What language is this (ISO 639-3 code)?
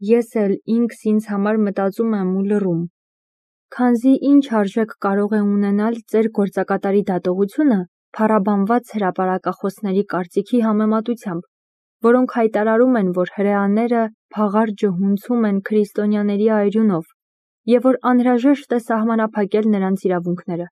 hye